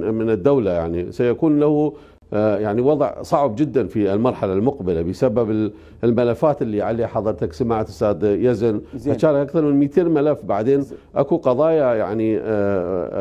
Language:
Mesopotamian Arabic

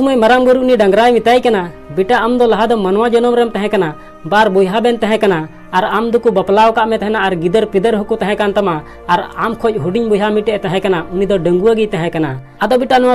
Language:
Santali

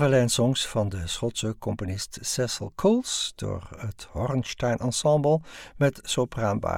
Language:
Dutch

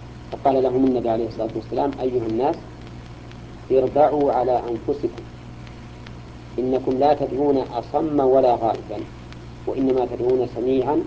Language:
Arabic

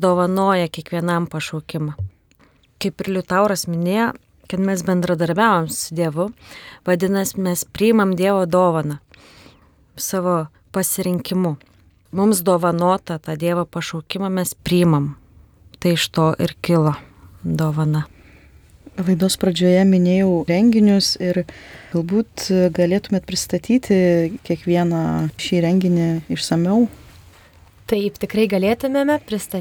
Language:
Lithuanian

